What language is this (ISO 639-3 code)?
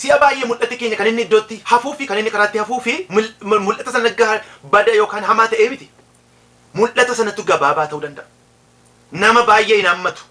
orm